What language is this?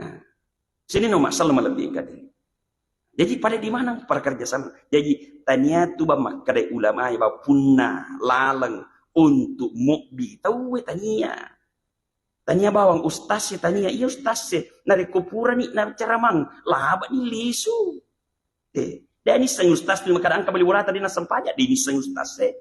Buginese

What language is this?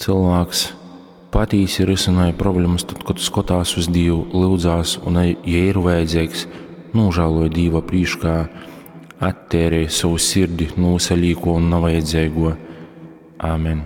Latgalian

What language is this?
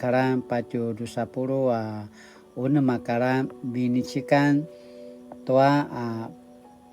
Paiwan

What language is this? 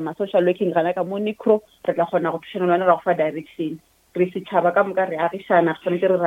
Northern Sotho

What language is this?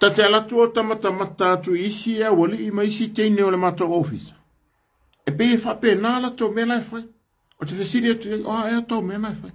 Samoan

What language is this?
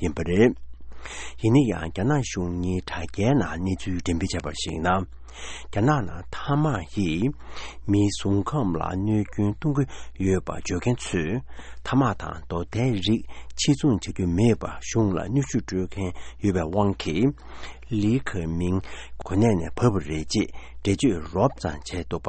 Tibetan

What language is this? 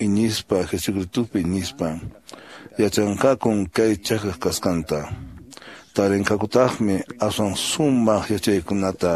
Quechua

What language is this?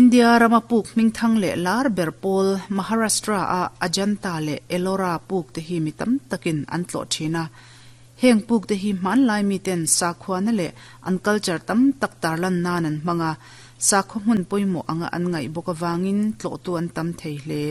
Mizo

